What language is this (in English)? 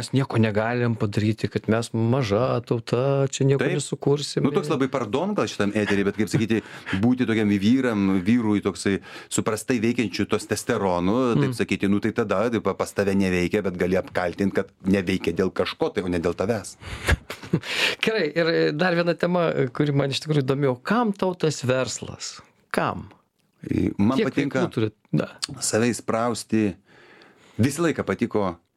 Lithuanian